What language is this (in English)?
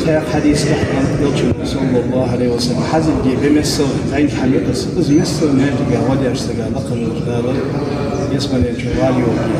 Ingush